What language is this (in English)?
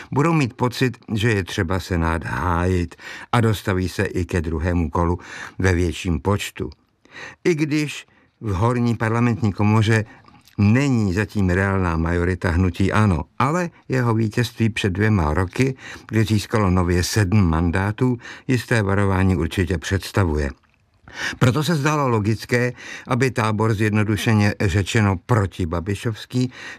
Czech